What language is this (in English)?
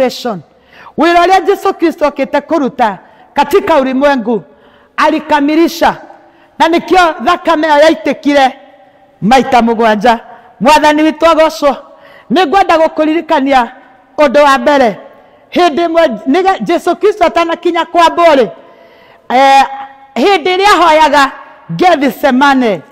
Kikuyu